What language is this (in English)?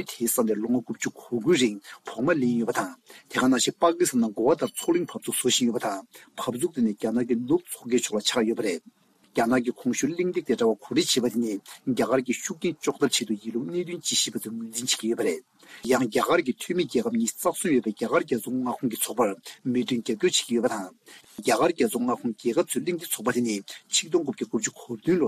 Tibetan